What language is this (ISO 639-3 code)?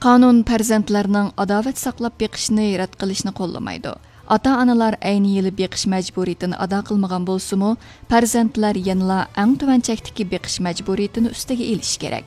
uig